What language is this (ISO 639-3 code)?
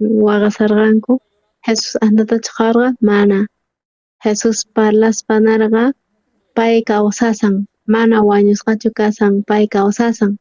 quh